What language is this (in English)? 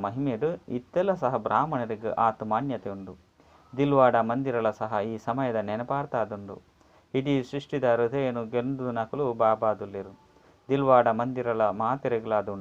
Tulu